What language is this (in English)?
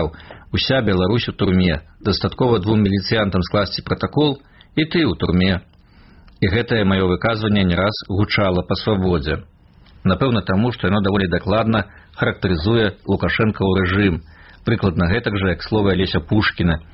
Belarusian